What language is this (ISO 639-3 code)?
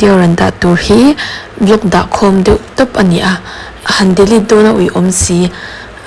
lus